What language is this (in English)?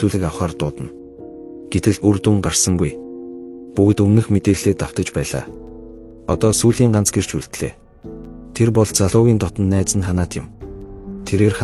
Mongolian